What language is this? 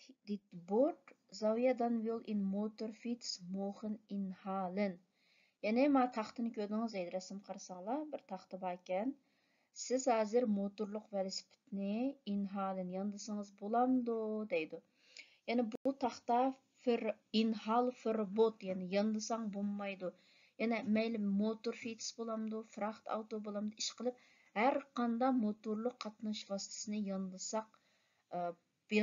Uyghur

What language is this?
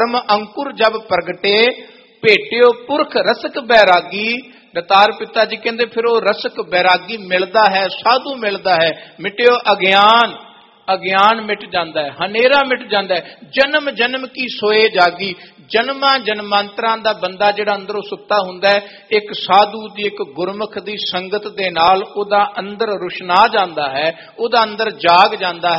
Punjabi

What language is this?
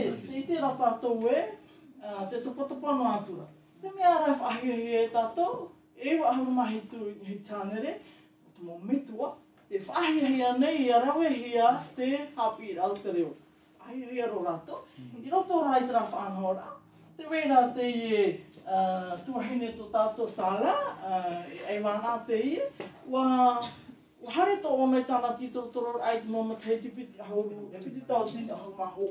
Tahitian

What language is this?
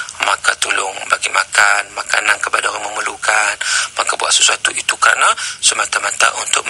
Malay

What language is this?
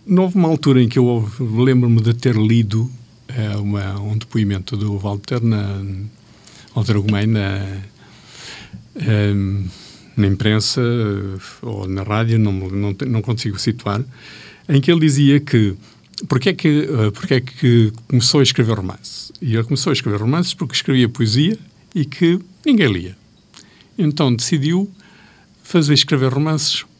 Portuguese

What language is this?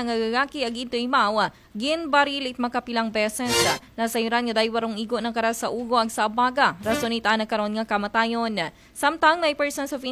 Aklanon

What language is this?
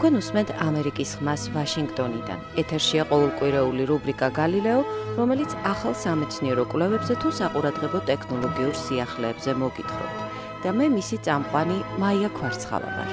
Georgian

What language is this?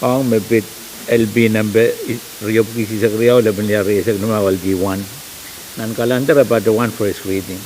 Pohnpeian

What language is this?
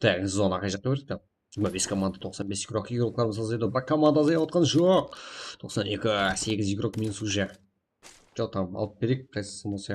Kara-Kalpak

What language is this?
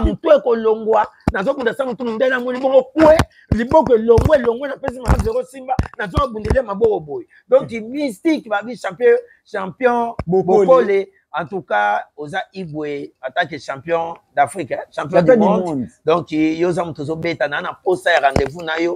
Lingala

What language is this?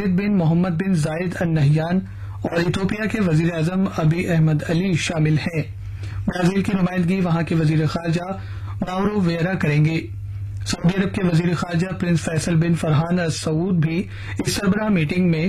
Urdu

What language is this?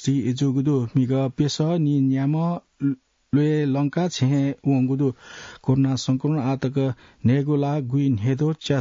Newari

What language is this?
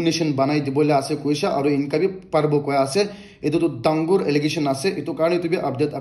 Naga Pidgin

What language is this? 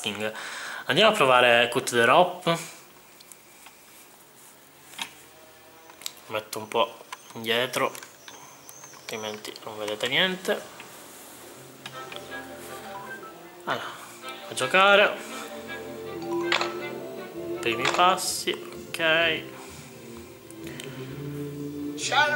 Italian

